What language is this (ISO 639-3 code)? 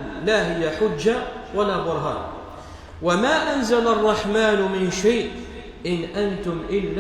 kab